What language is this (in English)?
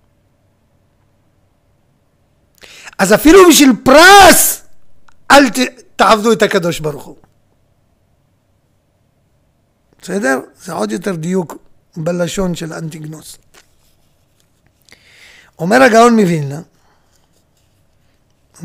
Hebrew